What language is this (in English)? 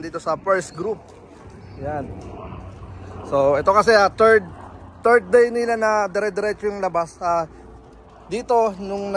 Filipino